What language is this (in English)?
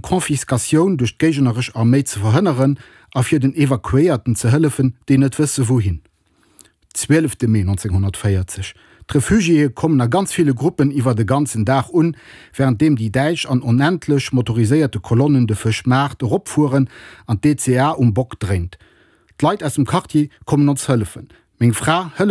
Luxembourgish